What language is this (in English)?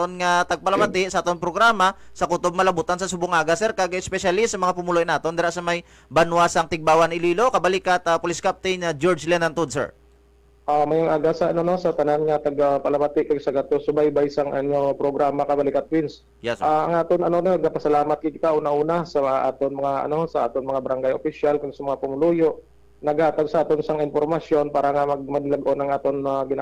Hiligaynon